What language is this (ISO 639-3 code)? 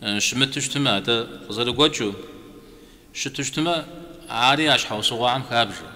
kbd